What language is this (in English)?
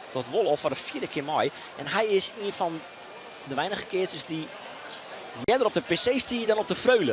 Western Frisian